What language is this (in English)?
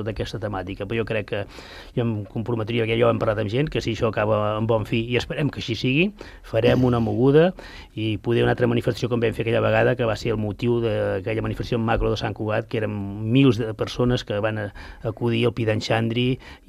Catalan